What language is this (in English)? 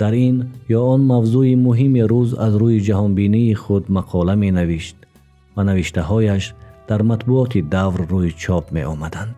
Tajik